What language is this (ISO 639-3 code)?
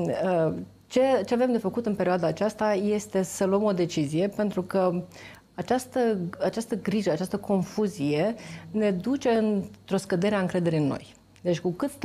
ron